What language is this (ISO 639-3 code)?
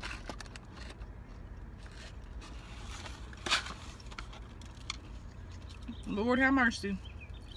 eng